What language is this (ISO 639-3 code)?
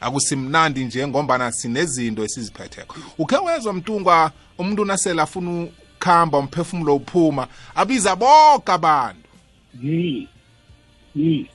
nbl